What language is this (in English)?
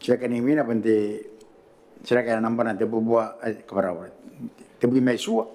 Gilbertese